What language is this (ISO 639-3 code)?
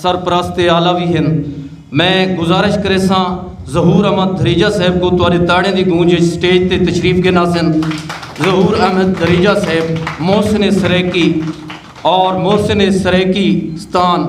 skr